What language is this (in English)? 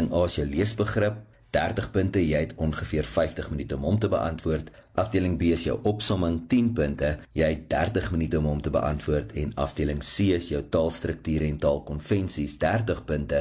Afrikaans